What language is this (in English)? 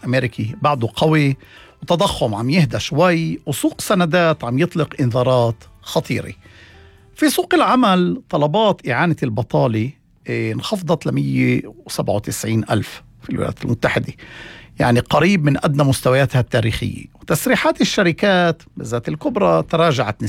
North Levantine Arabic